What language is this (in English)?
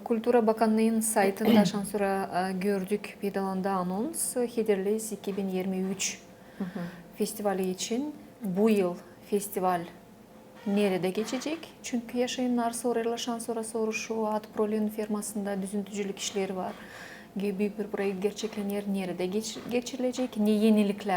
Gagauz